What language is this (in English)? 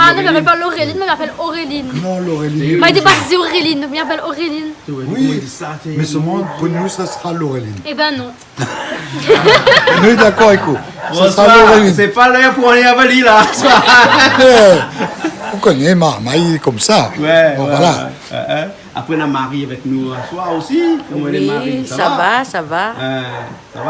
Réunion Creole French